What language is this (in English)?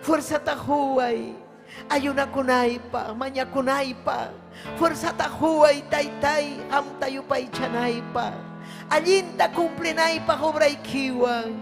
Ayacucho Quechua